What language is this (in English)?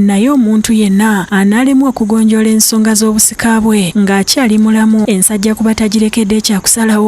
Ganda